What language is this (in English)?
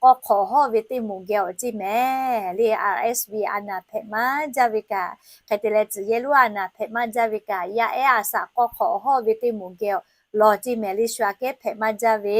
Lahu